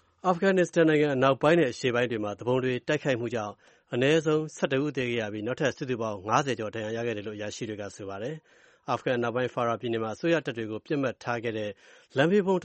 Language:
Burmese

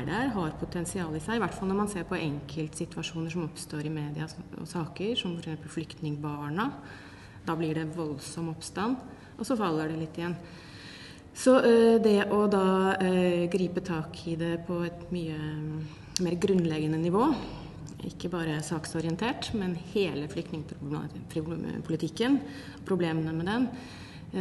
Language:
Norwegian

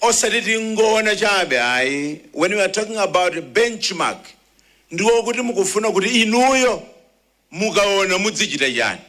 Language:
Nyanja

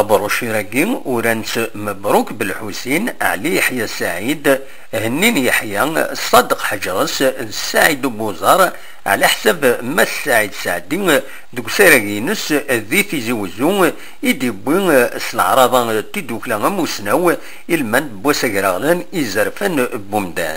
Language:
Kabyle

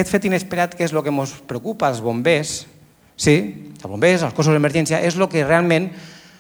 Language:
Catalan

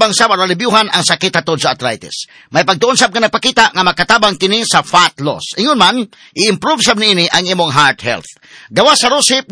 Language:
Cebuano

